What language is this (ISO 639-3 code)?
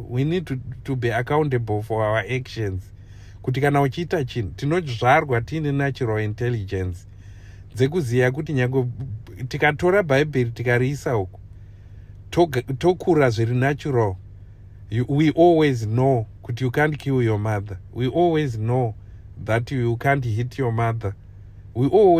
sna